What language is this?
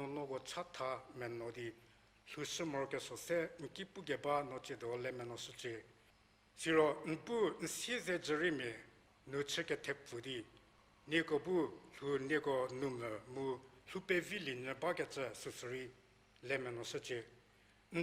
Angami Naga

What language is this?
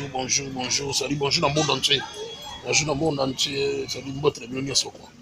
Lingala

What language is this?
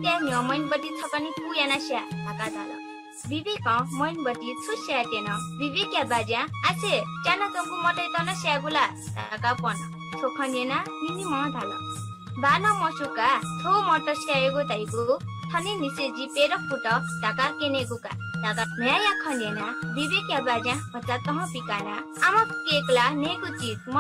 Newari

